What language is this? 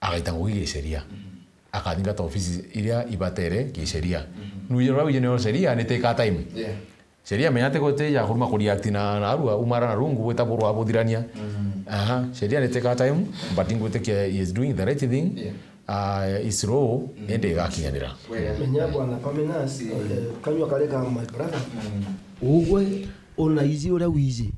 Meru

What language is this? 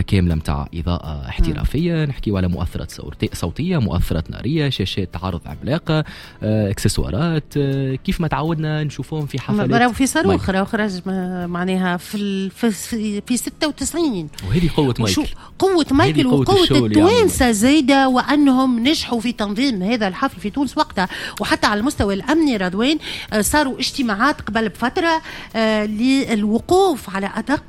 Tunisian Arabic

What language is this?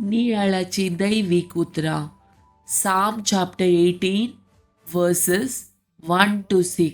Konkani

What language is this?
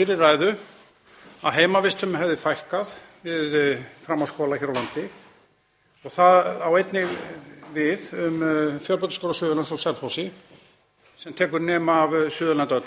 Icelandic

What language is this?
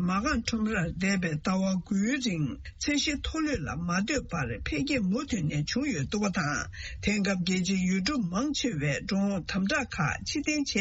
Tibetan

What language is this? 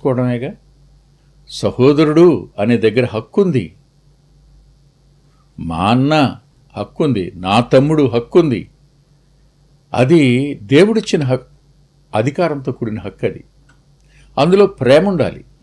Telugu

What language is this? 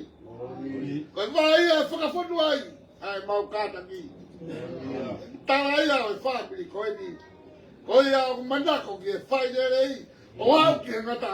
Tongan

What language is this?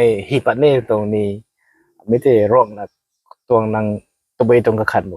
Rongmei Naga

